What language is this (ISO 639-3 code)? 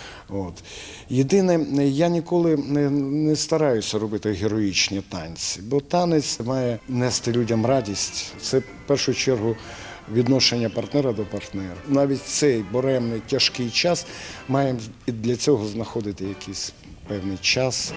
ukr